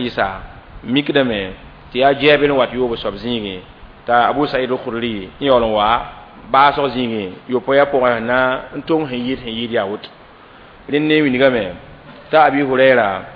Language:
Mossi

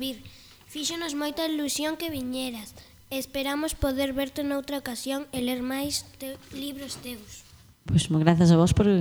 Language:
Galician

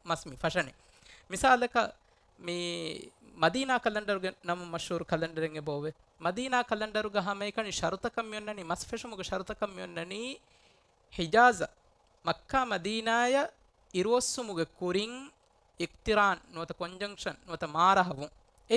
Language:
Divehi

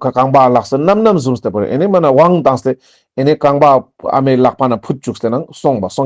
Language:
Ladakhi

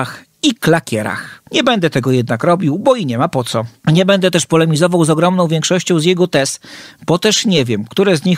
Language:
Polish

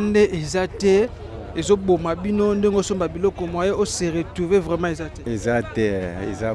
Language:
Lingala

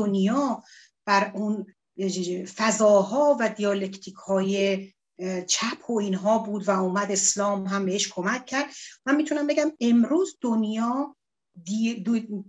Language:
Persian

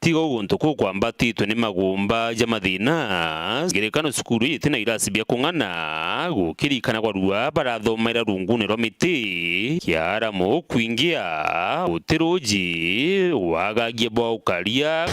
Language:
Meru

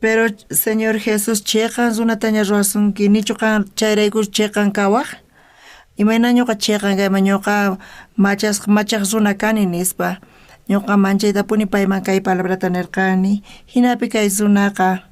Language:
South Bolivian Quechua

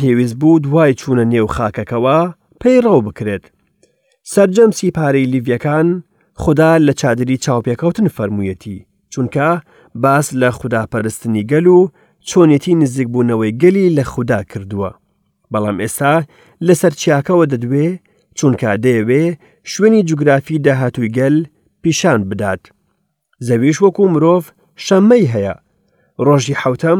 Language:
Central Kurdish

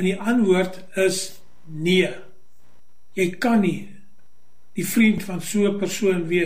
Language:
Afrikaans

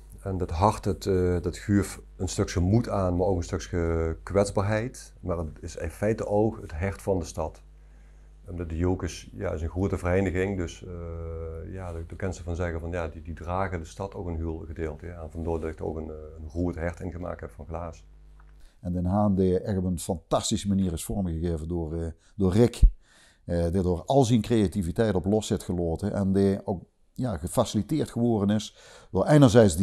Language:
Limburgish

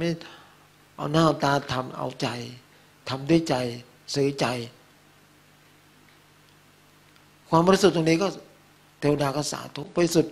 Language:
Thai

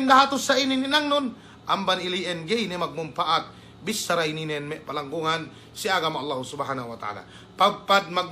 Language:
Yakan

